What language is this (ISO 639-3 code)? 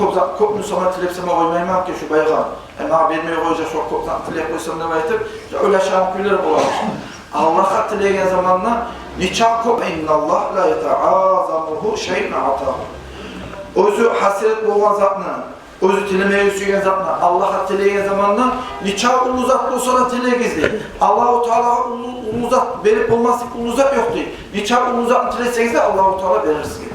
kum